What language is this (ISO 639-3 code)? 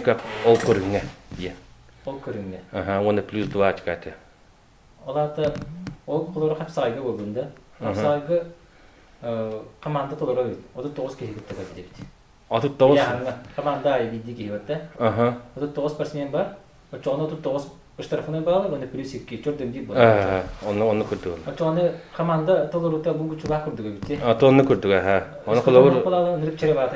sah